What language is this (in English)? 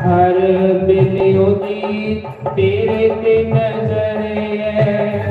Dogri